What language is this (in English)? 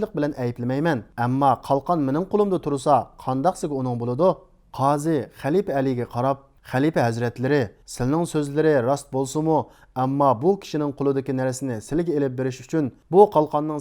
Uyghur